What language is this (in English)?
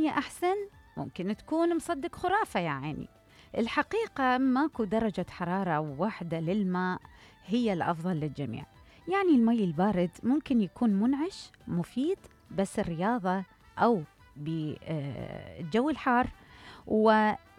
Mesopotamian Arabic